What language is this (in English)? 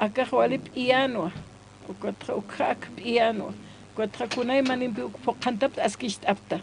Aymara